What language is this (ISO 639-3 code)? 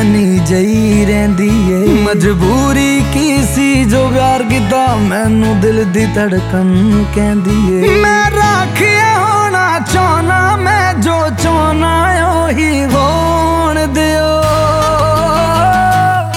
pan